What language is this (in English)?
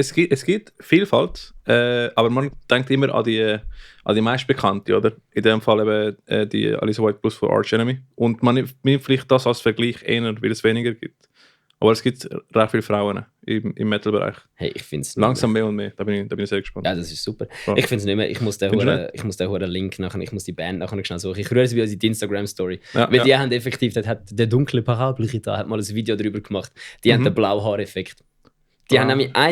Swiss German